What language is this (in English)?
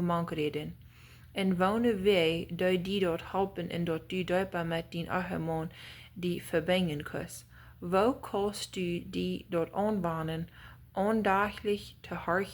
Plautdietsch